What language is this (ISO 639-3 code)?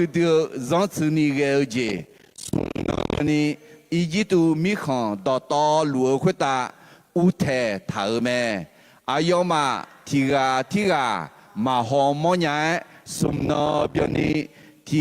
ahk